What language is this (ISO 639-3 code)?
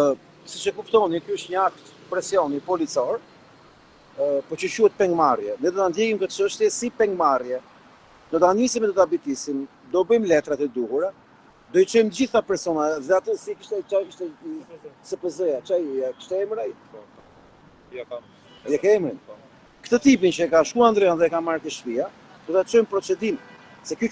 sqi